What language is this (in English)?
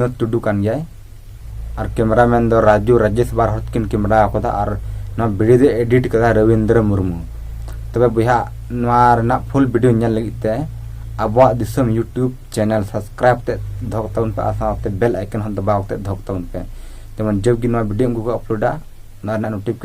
Santali